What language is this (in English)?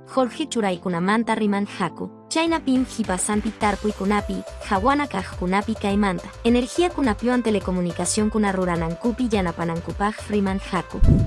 Quechua